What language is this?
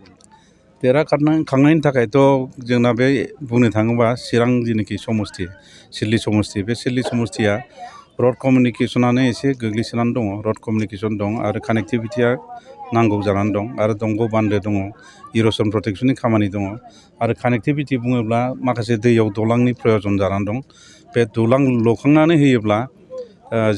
Bodo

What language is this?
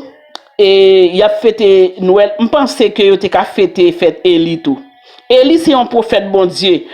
Haitian Creole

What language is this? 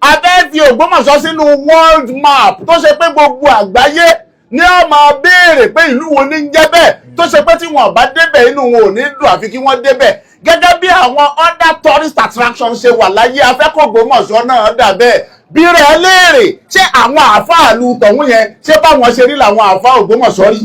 Yoruba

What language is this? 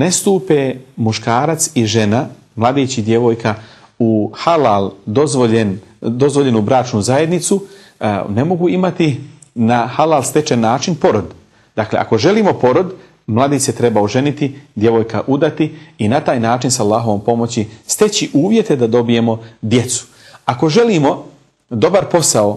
Bosnian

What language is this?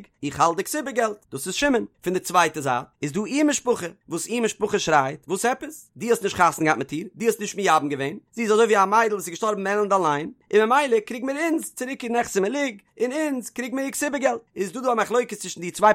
Yiddish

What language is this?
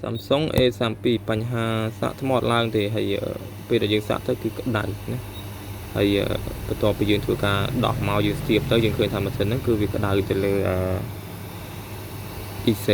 Khmer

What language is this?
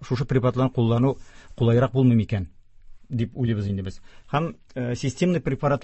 Tatar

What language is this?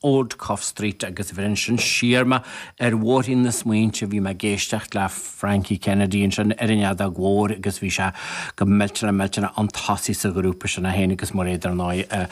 Irish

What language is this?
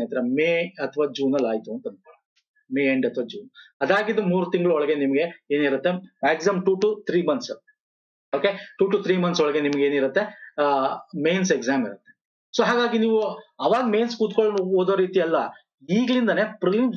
Kannada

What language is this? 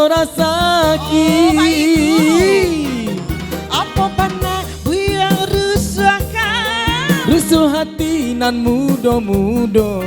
Minangkabau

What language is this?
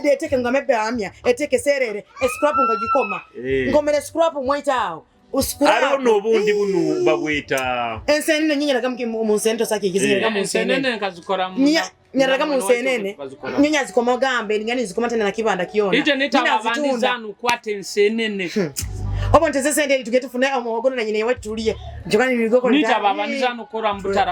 Nyoro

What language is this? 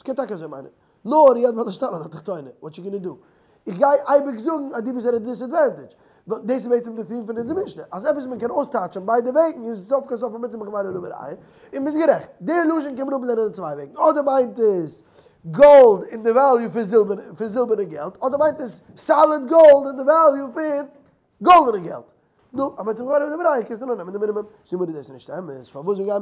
Yiddish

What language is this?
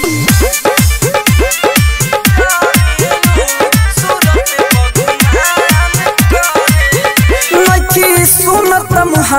Bhojpuri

